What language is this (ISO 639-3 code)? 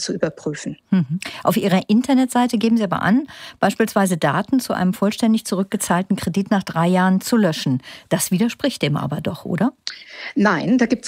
deu